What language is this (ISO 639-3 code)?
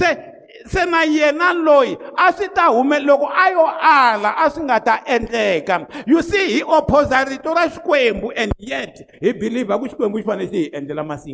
tso